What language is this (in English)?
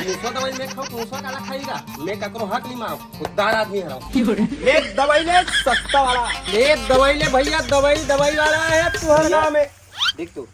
Chhattisgarhi